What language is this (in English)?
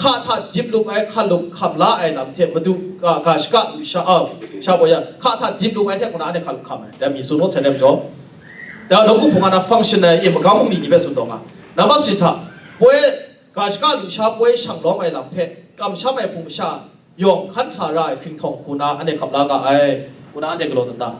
Kachin